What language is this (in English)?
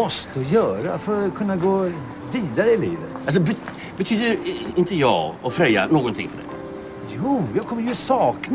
Swedish